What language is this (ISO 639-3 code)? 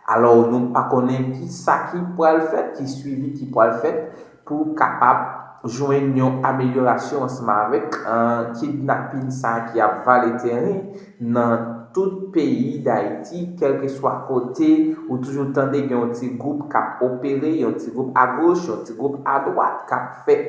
hat